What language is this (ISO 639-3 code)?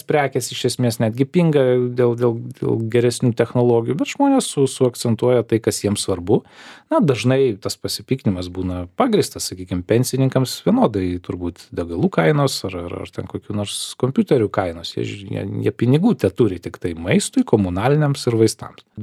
lit